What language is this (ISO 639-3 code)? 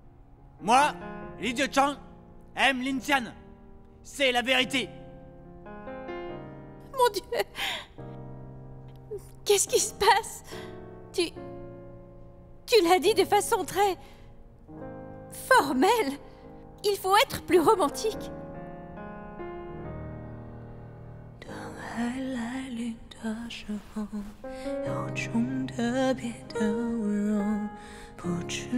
fra